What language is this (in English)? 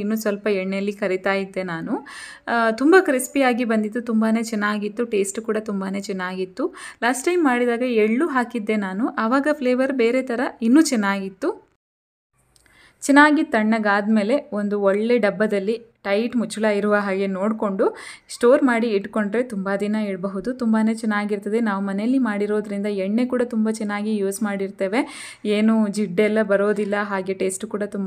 Kannada